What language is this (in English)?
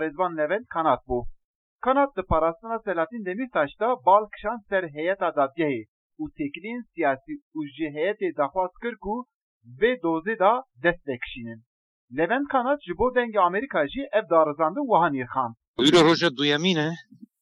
Kurdish